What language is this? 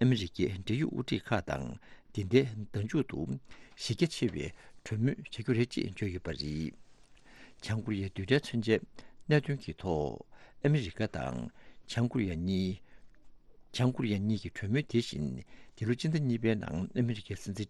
Tibetan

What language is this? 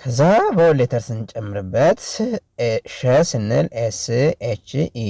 Amharic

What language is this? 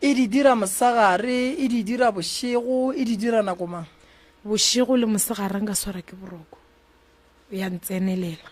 Northern Sotho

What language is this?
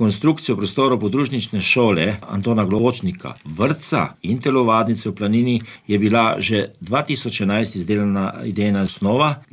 Slovenian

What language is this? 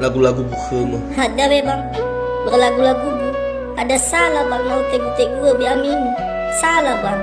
Nias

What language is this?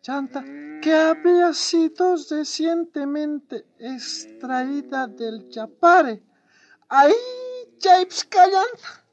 South Bolivian Quechua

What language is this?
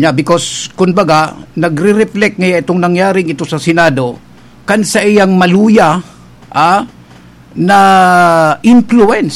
Bikol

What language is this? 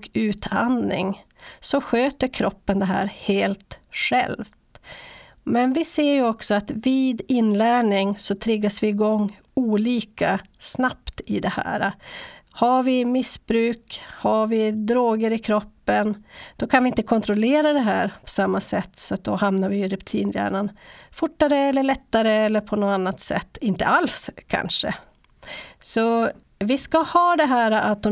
Swedish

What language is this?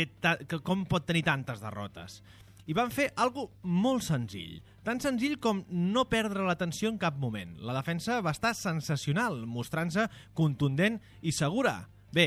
Catalan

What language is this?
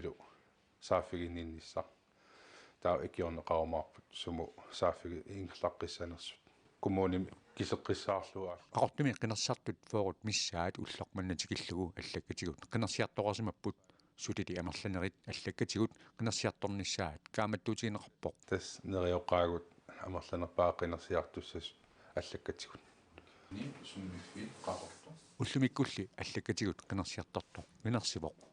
Kalaallisut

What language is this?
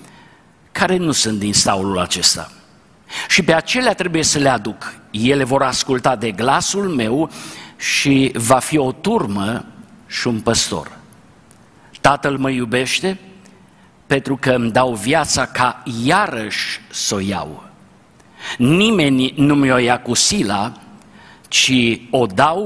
Romanian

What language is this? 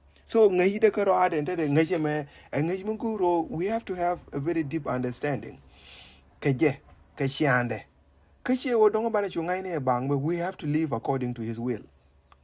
Nuer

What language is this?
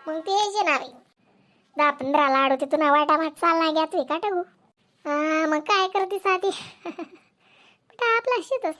Khandesi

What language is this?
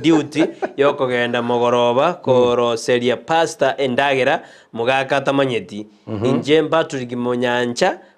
Gusii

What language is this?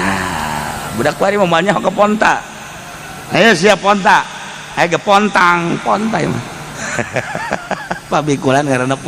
Sundanese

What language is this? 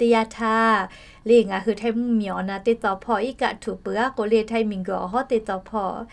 Lahu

